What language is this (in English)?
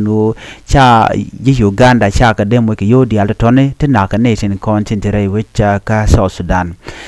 Nuer